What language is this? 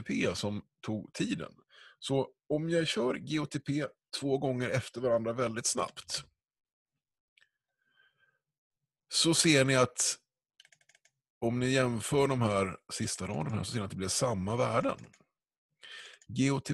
Swedish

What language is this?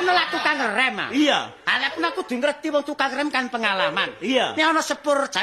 Javanese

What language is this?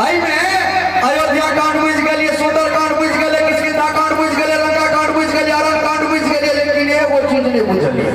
Maithili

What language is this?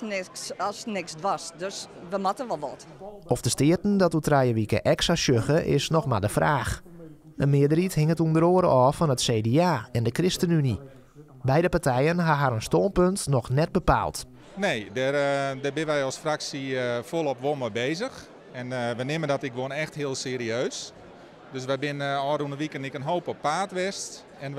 Western Frisian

